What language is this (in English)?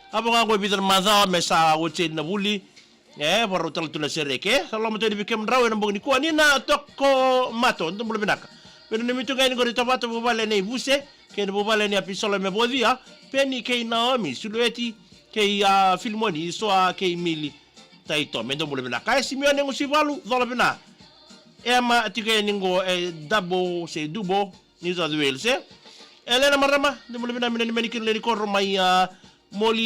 Fijian